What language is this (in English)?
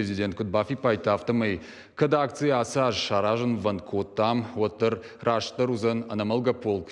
Ossetic